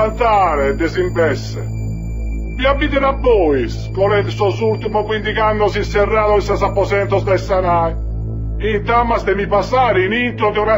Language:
Sardinian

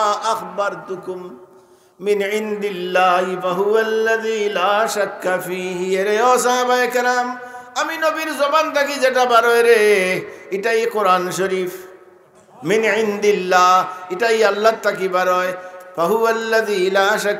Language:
Sylheti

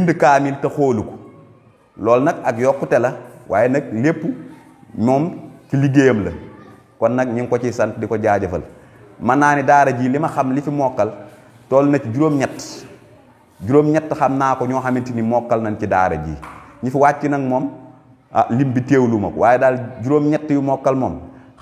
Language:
Wolof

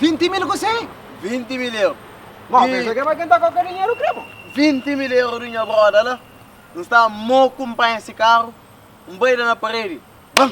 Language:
Kabuverdianu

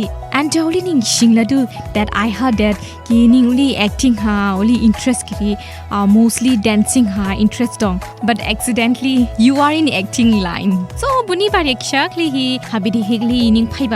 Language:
Dimasa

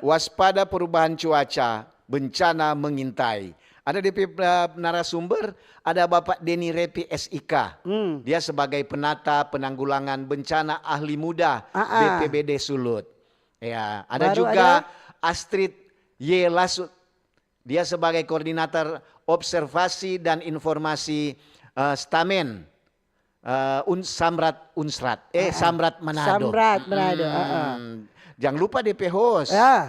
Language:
Manado Malay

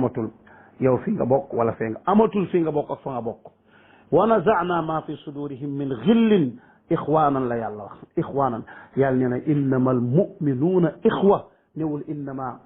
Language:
Wolof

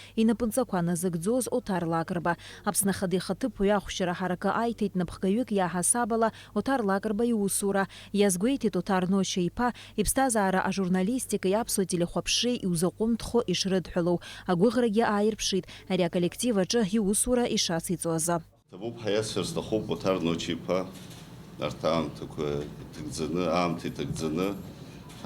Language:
Abkhazian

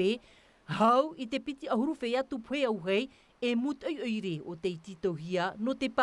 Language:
Tahitian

